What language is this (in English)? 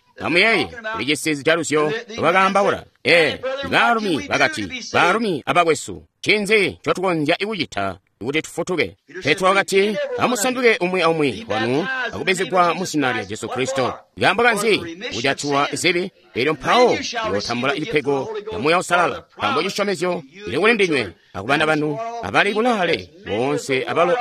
Tonga (Zambia)